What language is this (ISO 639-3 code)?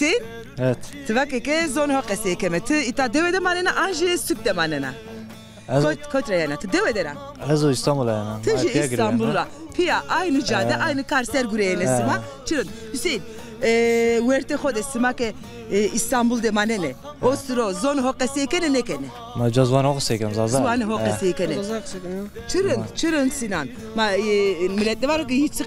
zza